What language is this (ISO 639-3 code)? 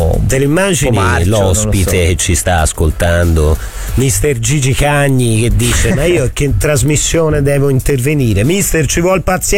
ita